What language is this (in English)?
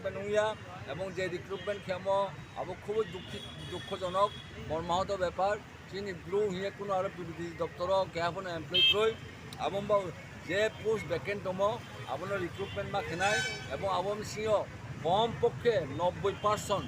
Riang (India)